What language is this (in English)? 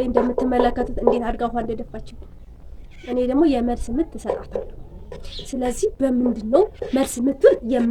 Amharic